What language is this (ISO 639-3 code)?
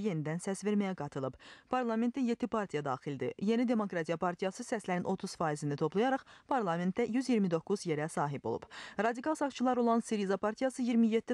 aze